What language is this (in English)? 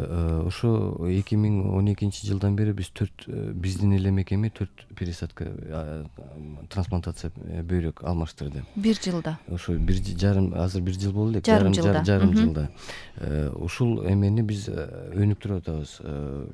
Kyrgyz